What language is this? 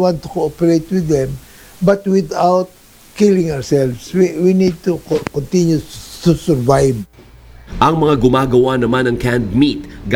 Filipino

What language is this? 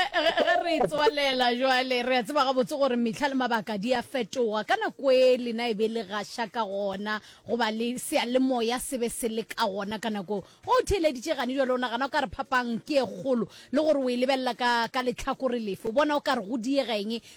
Northern Sotho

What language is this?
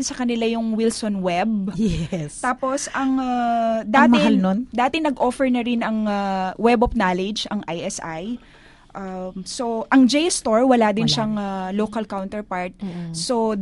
Filipino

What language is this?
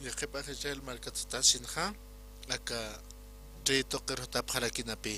Aymara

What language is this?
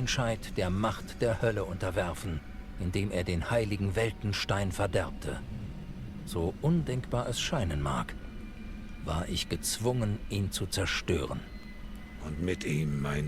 Swiss German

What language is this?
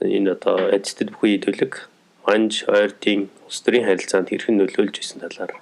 Mongolian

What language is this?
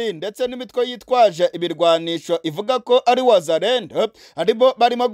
Kinyarwanda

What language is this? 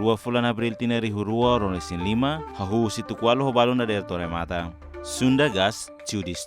Tetum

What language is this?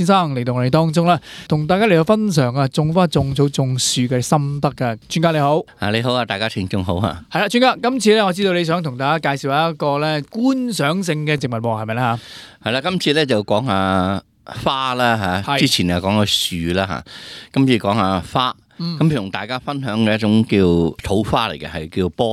Cantonese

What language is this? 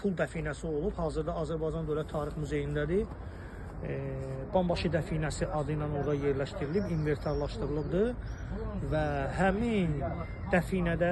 Azerbaijani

